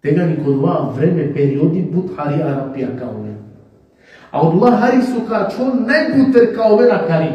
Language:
Balkan Romani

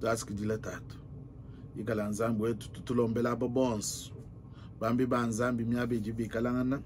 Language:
Luba-Lulua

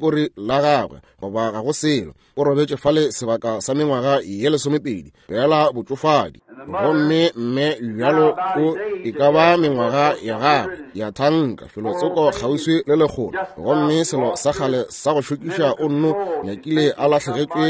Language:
Northern Sotho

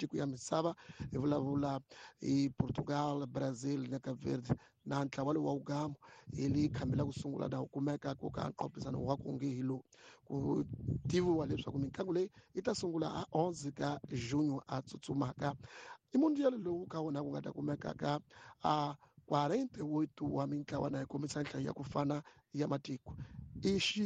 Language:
Tsonga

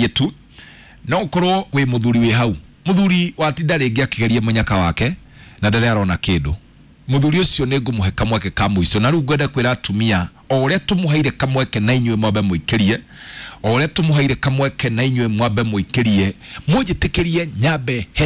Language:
Kikuyu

